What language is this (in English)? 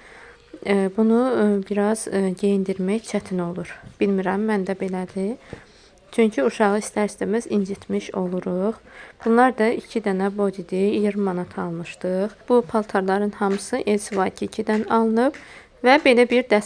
Azerbaijani